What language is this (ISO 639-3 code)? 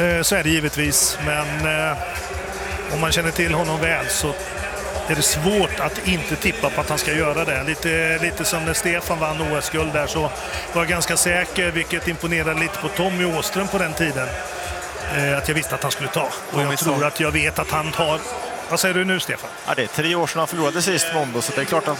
swe